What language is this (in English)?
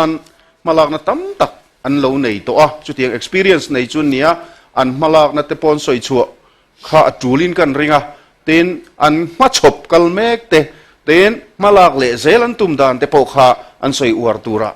Mizo